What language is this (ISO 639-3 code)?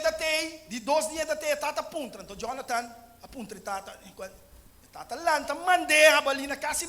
pap